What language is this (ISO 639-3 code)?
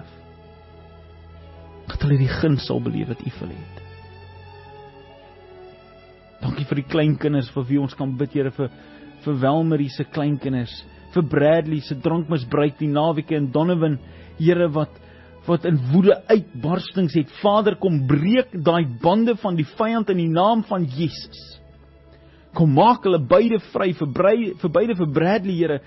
afr